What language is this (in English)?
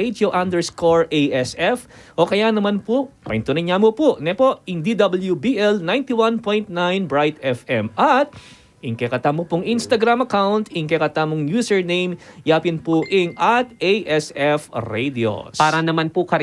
Pampanga